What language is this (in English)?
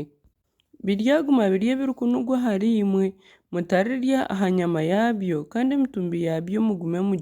Nyankole